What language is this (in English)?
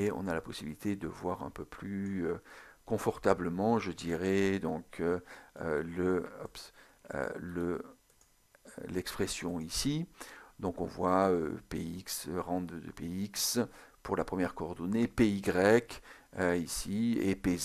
French